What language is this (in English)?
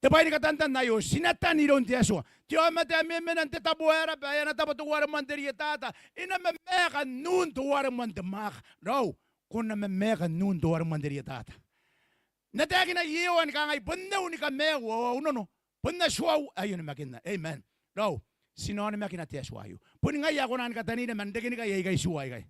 Gilbertese